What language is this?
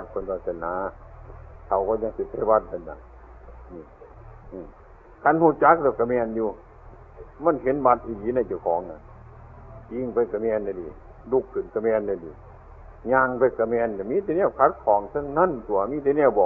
Northeastern Thai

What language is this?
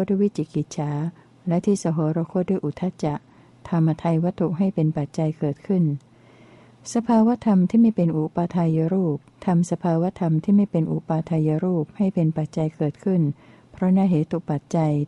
Thai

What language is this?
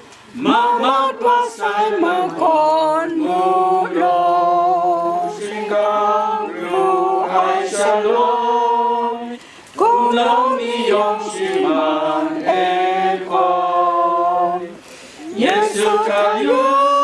Kachin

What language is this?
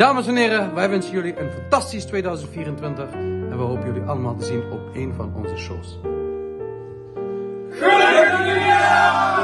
Dutch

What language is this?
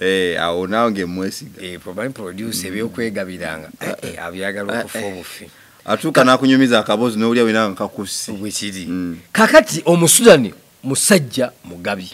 Ganda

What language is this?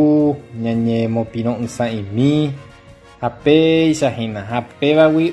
Guarani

